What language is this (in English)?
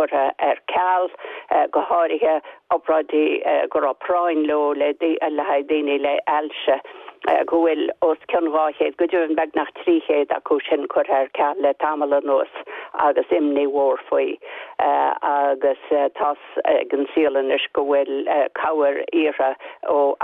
Irish